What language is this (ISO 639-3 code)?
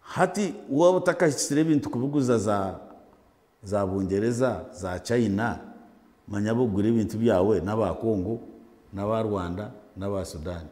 nyn